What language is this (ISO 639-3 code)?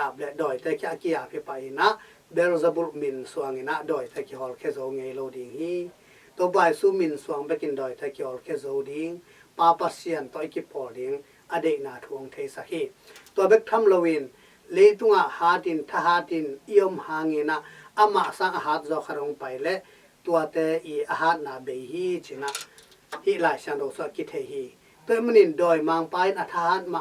ctd